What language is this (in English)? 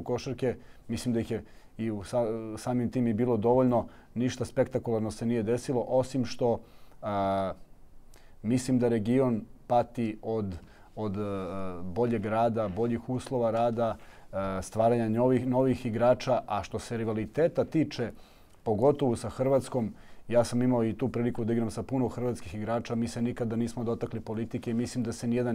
Serbian